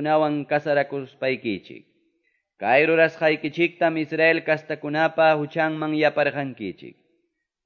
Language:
Quechua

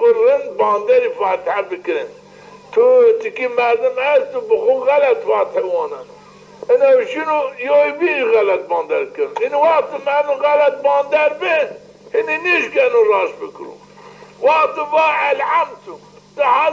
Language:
Zaza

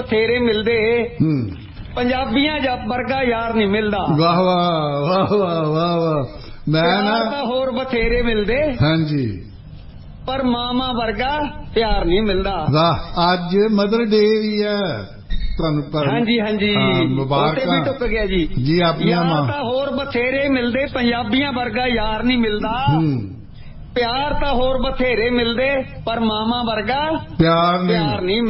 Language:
Punjabi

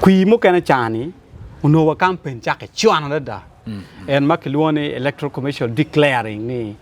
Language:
Acoli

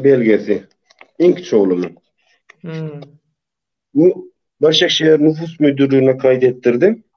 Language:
Turkmen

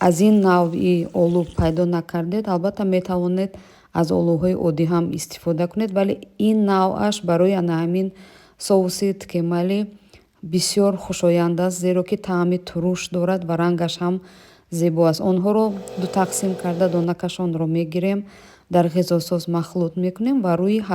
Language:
Tajik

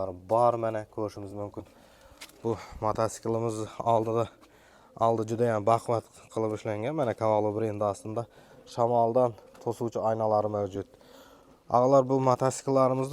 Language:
Uzbek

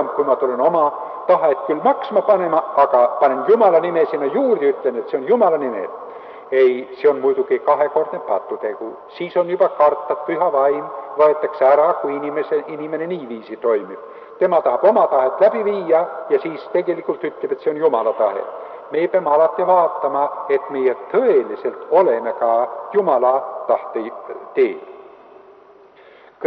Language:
Estonian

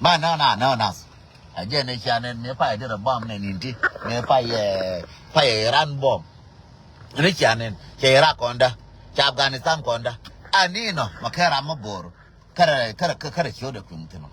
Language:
Nuer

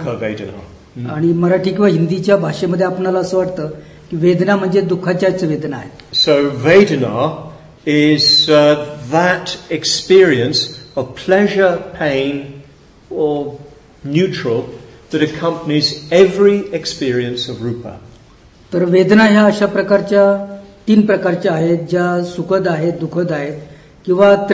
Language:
Marathi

